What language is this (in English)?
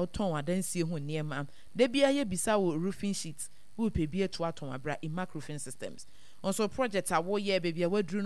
Akan